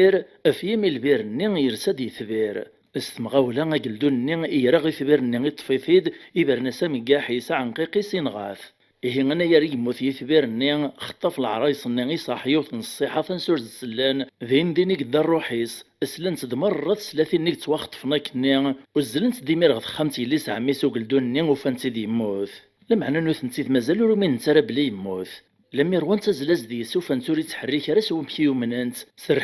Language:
Kabyle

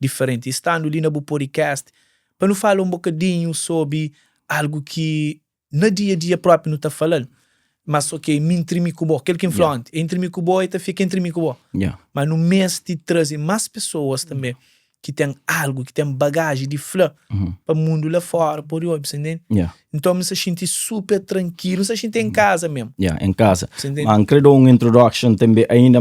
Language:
Kabuverdianu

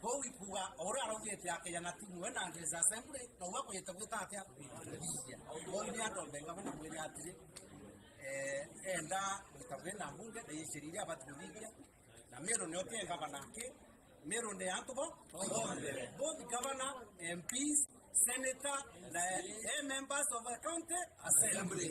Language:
Meru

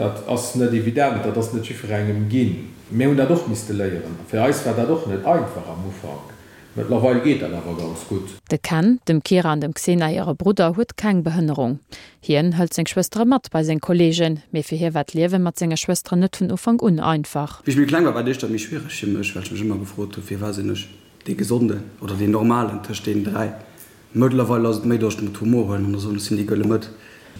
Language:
Luxembourgish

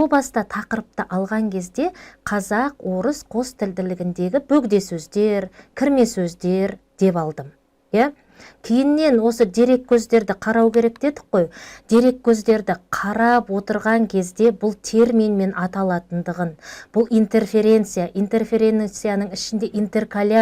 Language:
Kazakh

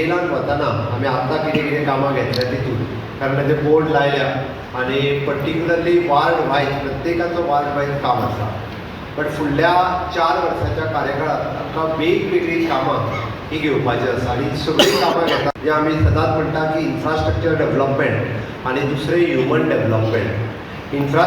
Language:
Konkani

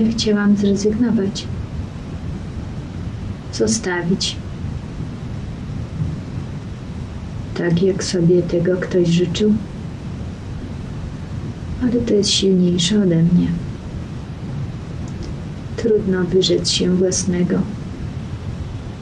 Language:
Polish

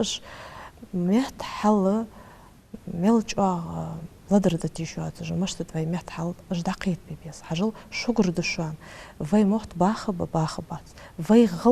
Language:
Ingush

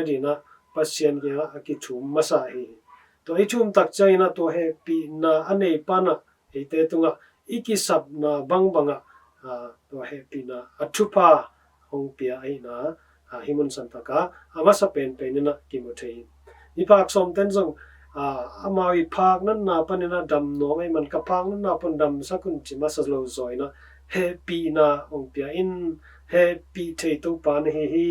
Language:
Tedim Chin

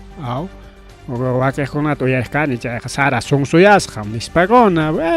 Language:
Ayacucho Quechua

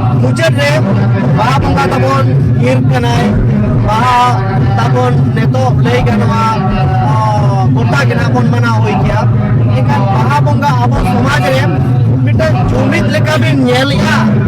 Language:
Santali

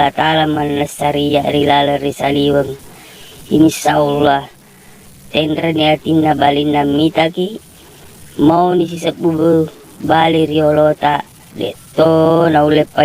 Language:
Buginese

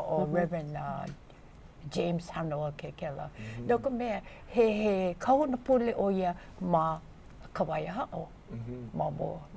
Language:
Hawaiian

